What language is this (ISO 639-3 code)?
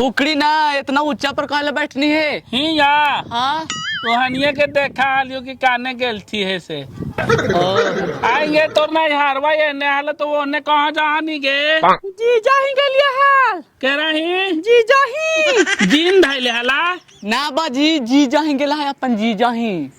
mag